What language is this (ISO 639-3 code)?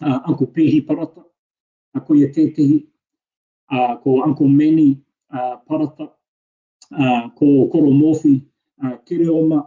mri